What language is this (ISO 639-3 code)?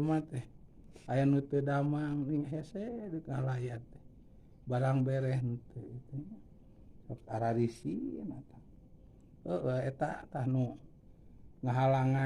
sun